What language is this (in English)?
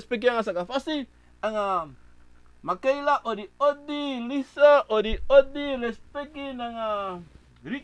Sranan Tongo